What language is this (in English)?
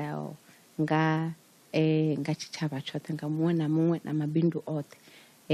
Venda